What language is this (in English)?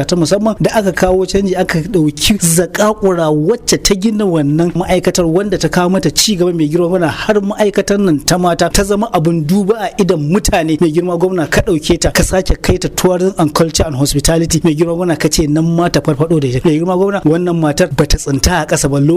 Hausa